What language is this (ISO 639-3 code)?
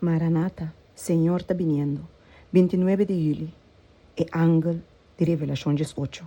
pap